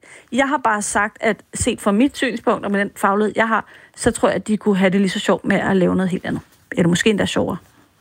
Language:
Danish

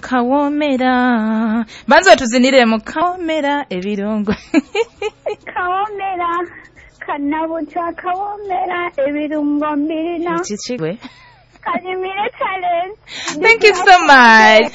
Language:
Nyoro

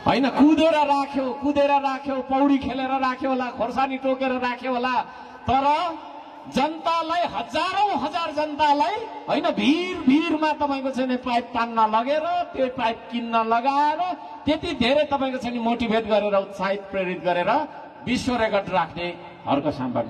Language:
Nepali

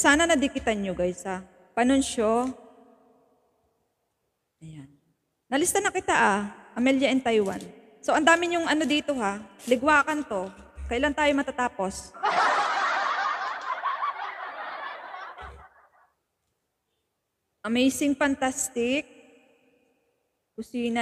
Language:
Filipino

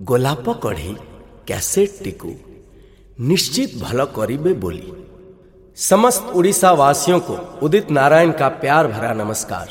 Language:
Odia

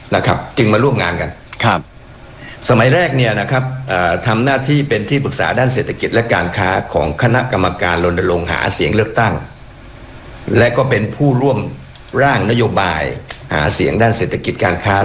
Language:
Thai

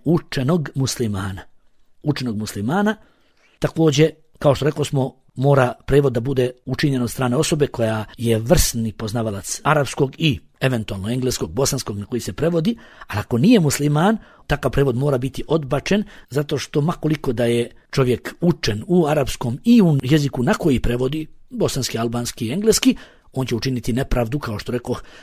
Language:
Bosnian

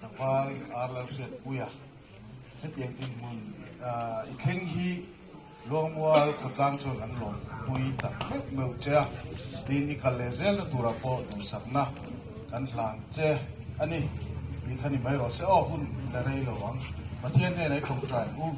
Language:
Mizo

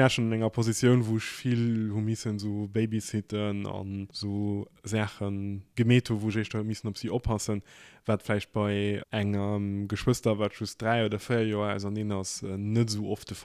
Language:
Luxembourgish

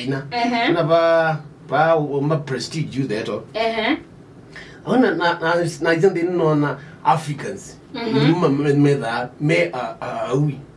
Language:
Kamba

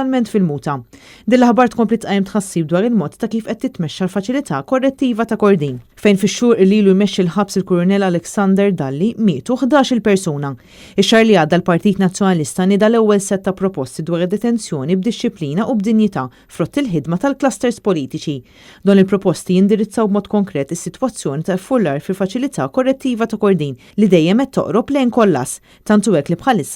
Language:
Maltese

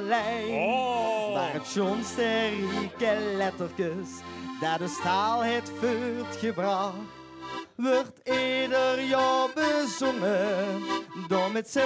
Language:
Limburgish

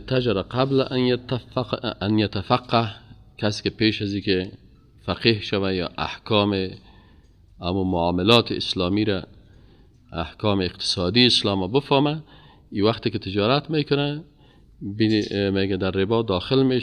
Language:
Persian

